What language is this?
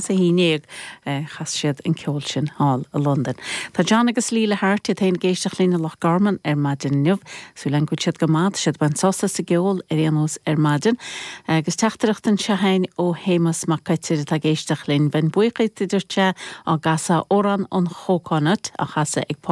Irish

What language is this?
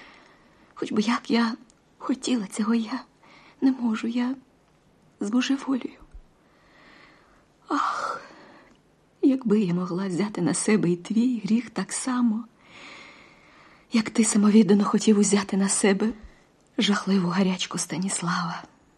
Ukrainian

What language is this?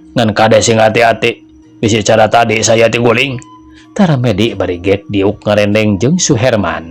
Sundanese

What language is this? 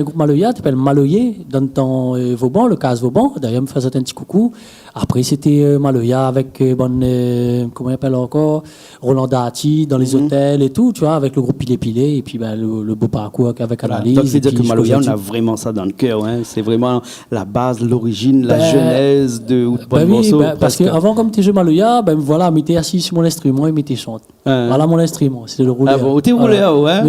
Réunion Creole French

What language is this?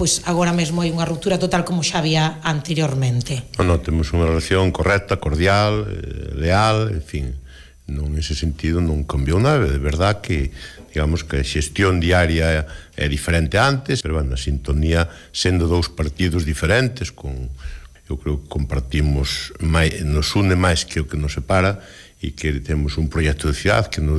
Galician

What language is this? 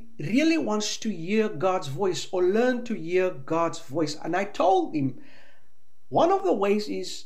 English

